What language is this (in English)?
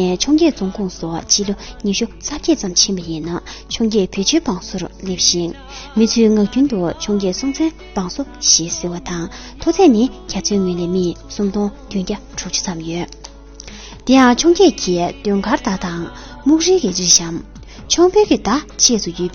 Tibetan